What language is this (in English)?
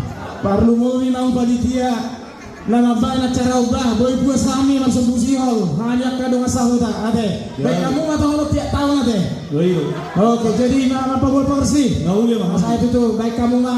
Batak Toba